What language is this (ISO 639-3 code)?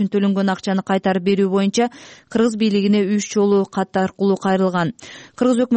kir